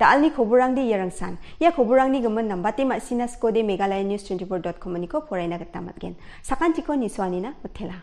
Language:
Garo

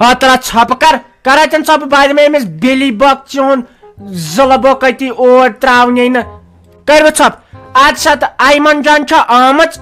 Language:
Kashmiri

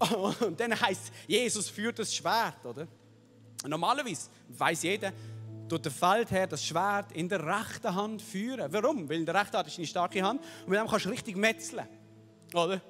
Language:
Swiss German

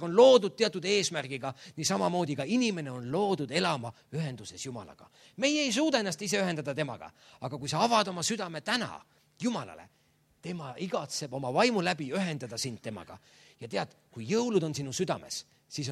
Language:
Estonian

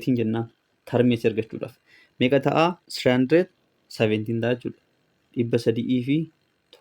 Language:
Oromo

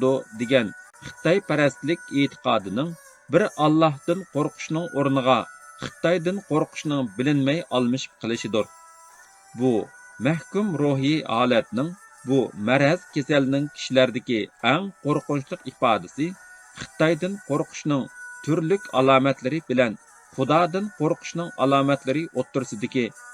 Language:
Uyghur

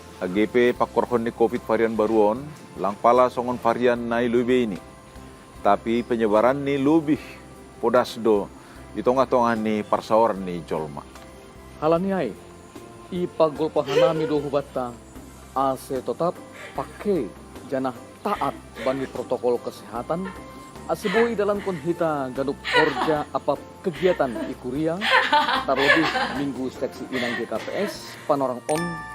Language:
Batak Simalungun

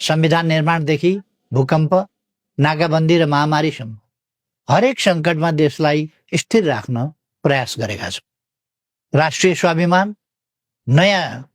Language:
Nepali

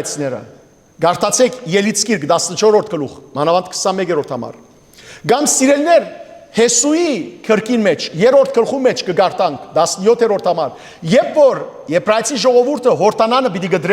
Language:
Western Armenian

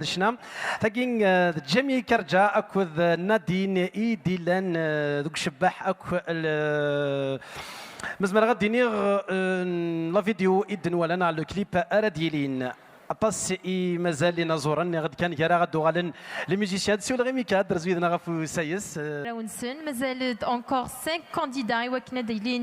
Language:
Kabyle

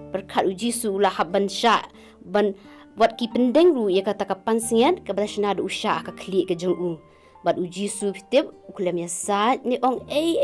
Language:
Khasi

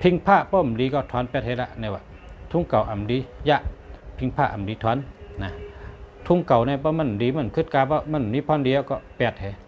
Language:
Shan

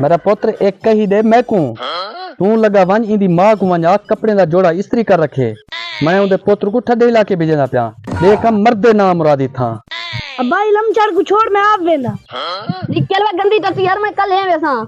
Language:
Saraiki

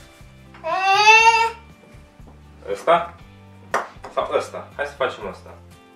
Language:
Romanian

